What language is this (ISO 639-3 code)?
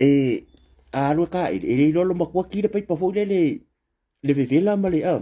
smo